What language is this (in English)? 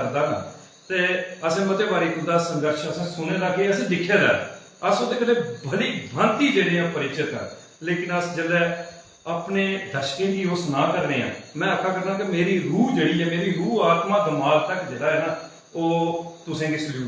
Dogri